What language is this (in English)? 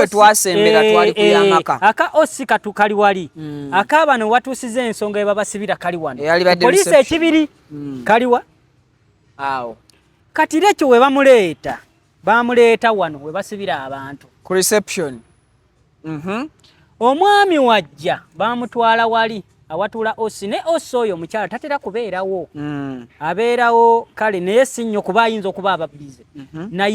Ganda